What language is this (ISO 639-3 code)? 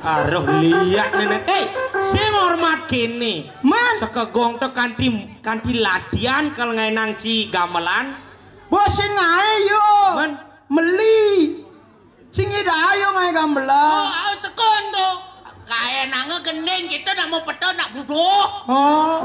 ban